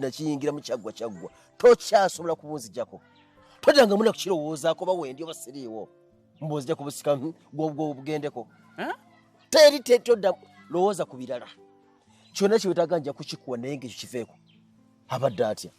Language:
Ganda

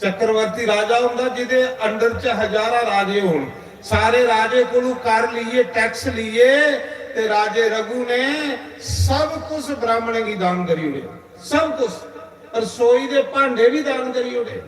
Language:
Dogri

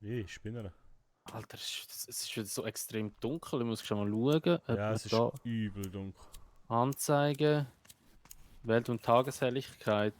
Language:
Swiss German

